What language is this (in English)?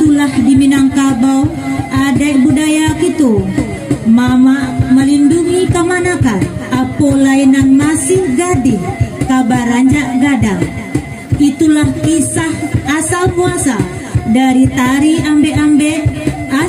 Minangkabau